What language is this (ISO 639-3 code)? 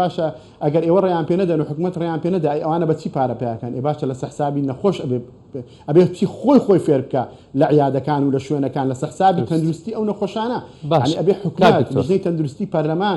ckb